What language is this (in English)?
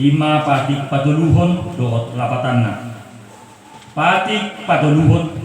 Batak Toba